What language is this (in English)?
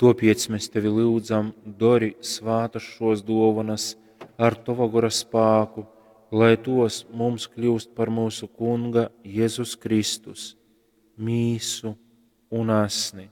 Latgalian